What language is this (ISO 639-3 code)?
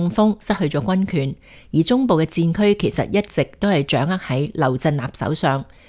yue